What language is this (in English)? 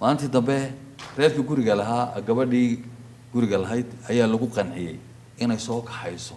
Somali